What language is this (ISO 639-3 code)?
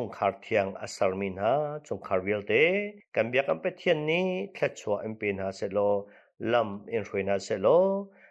cnh